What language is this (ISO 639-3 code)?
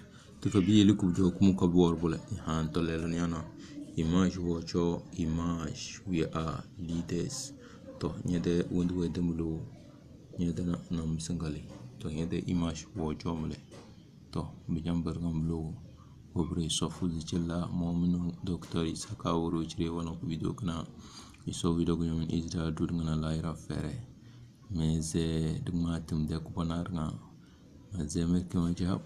kdh